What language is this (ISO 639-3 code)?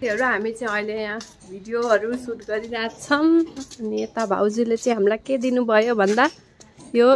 nep